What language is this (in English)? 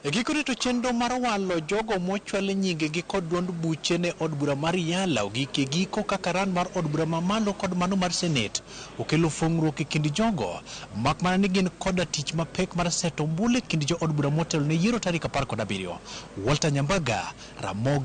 Luo (Kenya and Tanzania)